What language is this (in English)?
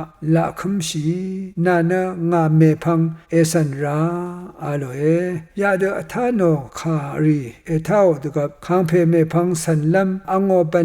Rawang